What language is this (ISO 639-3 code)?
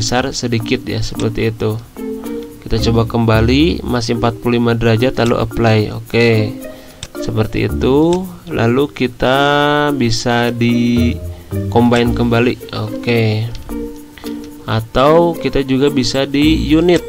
ind